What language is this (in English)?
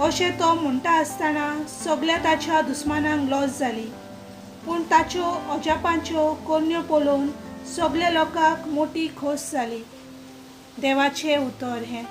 Konkani